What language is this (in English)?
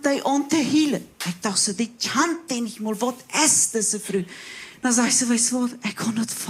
Plautdietsch